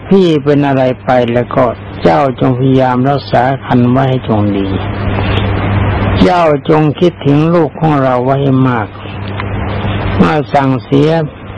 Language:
Thai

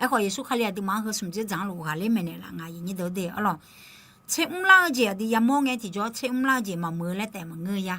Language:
Akha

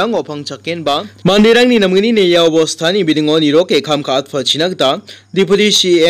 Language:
Garo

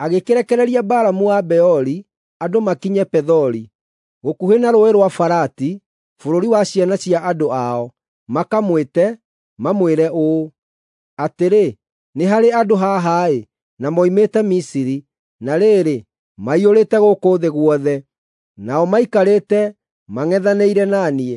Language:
Kikuyu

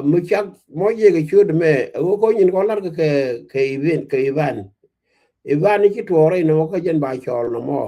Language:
Nuer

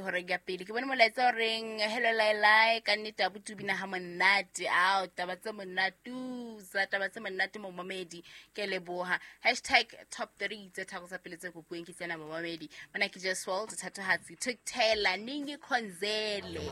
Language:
Southern Sotho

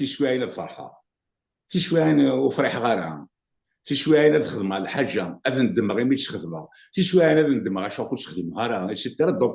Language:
Kabyle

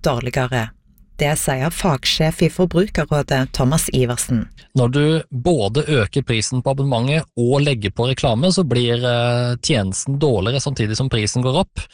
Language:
Norwegian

